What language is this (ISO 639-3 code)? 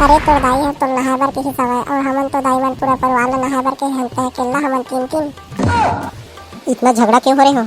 hne